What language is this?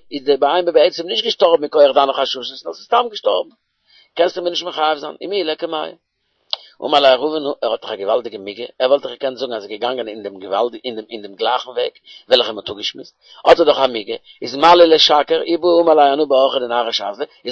Yiddish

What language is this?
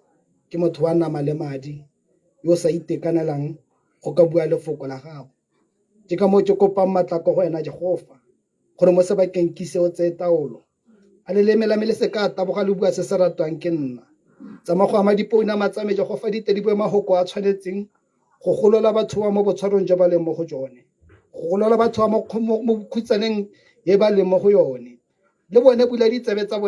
Tswana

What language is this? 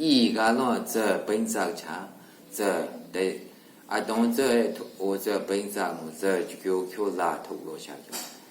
Maru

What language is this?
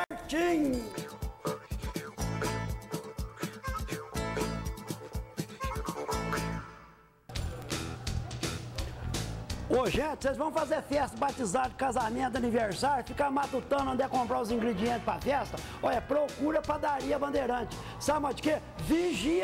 Portuguese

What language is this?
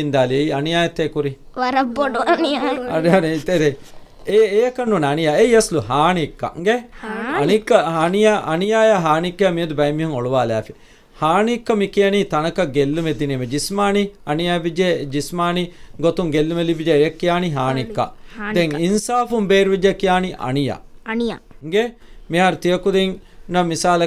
Divehi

